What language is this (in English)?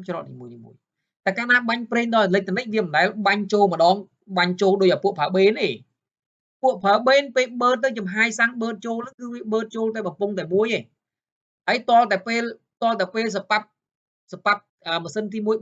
Khmer